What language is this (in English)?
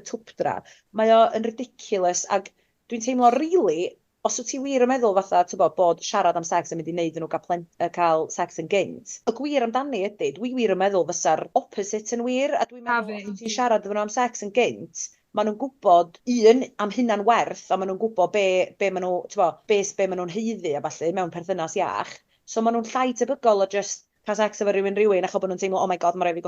Welsh